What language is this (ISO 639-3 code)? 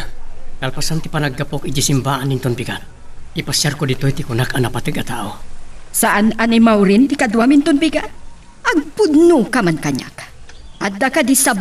ilo